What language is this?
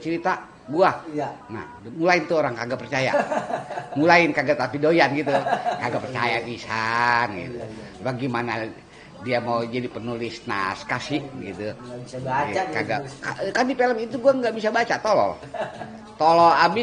Betawi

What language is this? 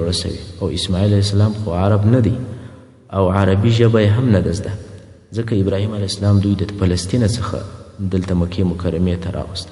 Pashto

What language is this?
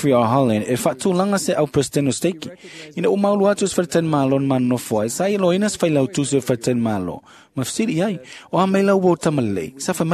Samoan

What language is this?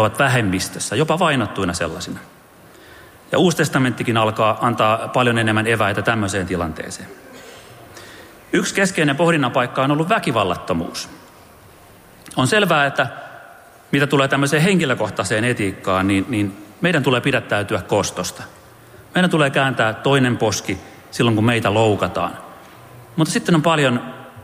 Finnish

